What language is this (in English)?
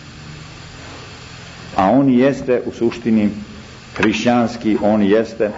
Serbian